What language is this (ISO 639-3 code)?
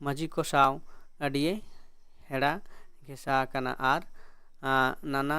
sat